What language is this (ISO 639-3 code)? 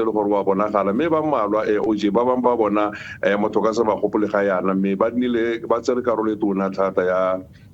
tsn